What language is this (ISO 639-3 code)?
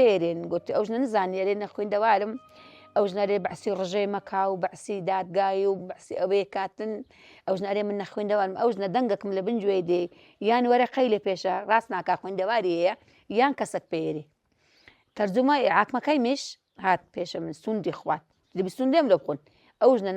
ckb